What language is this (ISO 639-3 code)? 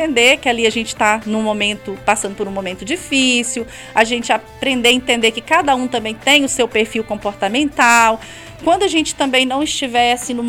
por